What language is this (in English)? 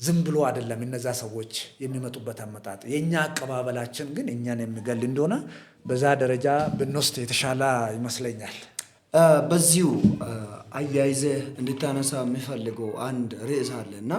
Amharic